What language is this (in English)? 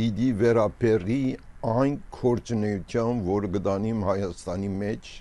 Armenian